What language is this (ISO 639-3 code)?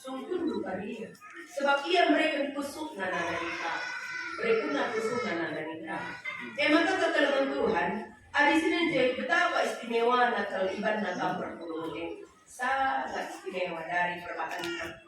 btx